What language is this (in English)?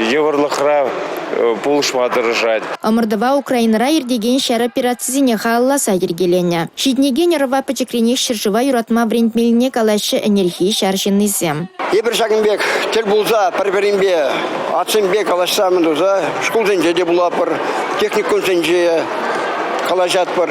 Chuvash